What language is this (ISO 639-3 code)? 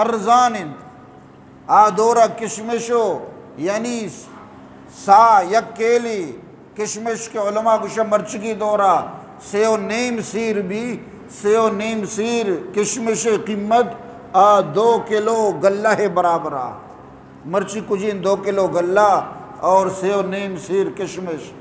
bgp